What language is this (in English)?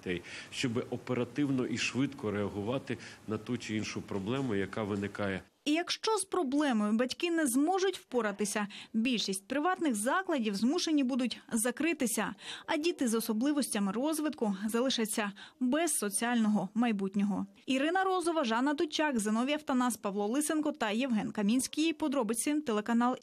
Ukrainian